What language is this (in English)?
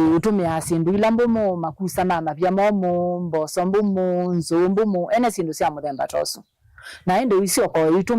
Kamba